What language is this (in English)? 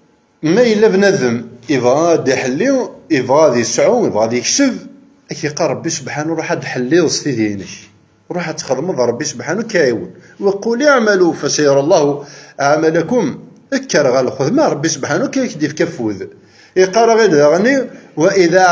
Kabyle